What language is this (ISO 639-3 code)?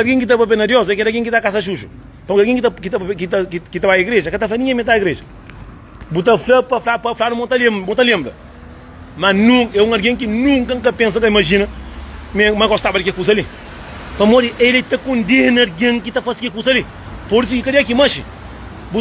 kea